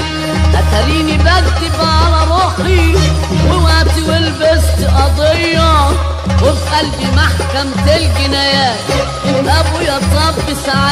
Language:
Egyptian Arabic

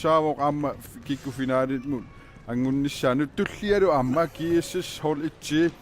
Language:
Kalaallisut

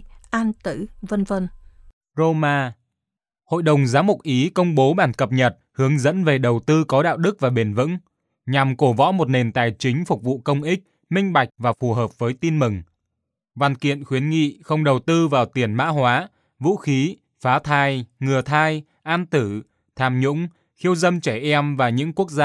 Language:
Vietnamese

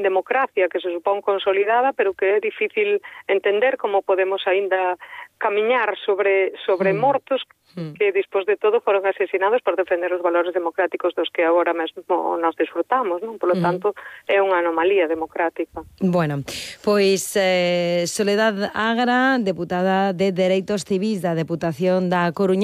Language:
Galician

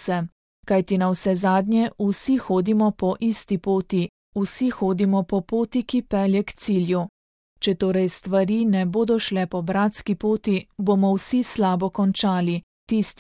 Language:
Slovenian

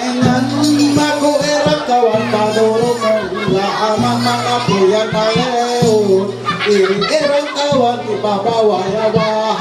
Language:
Ma'anyan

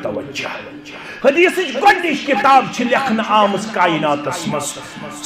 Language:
Kashmiri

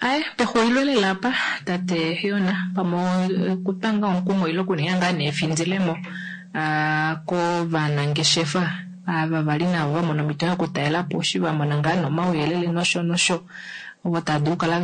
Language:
Kuanyama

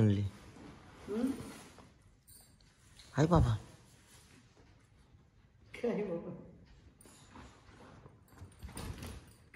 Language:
Marathi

